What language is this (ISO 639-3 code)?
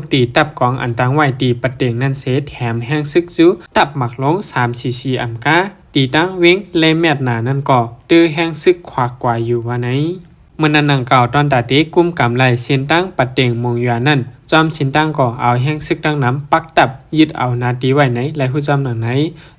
shn